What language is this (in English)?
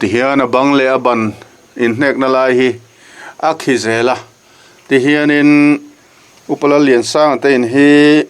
Mizo